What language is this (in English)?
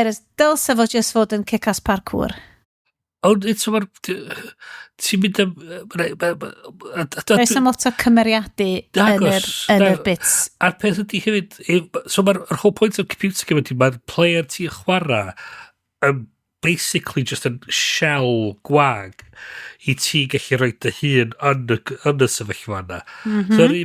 Welsh